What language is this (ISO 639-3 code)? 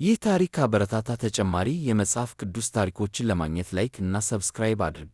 amh